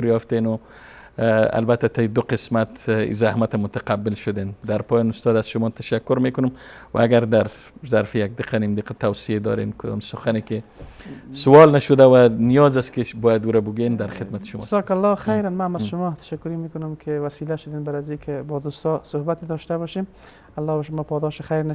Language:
Persian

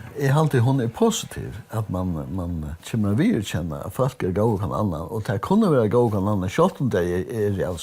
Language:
Faroese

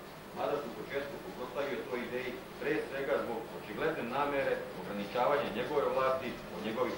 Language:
Serbian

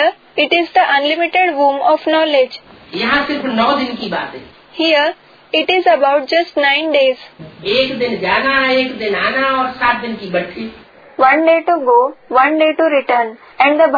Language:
Hindi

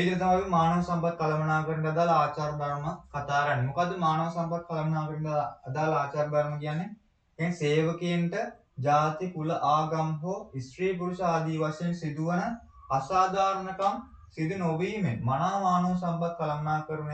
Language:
Sinhala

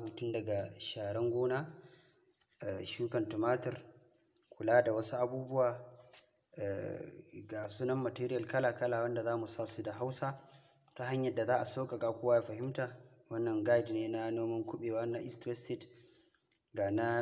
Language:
Hausa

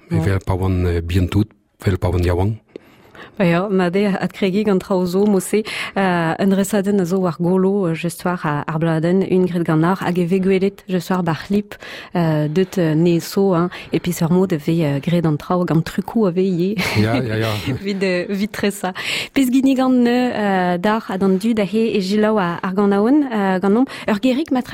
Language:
Breton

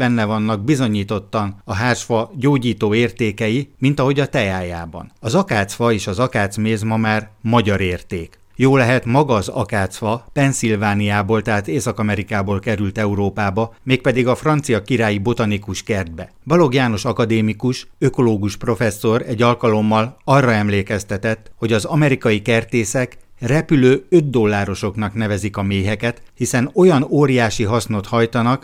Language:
Hungarian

